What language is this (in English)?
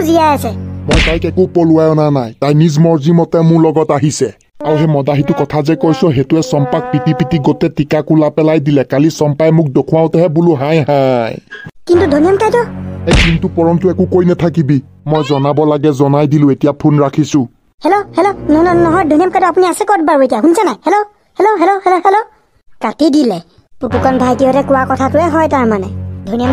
Assamese